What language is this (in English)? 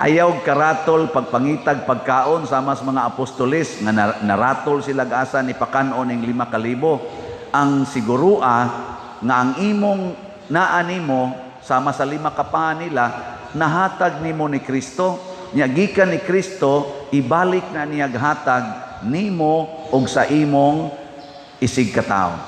Cebuano